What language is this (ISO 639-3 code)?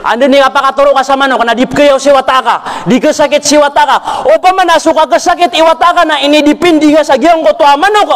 mrw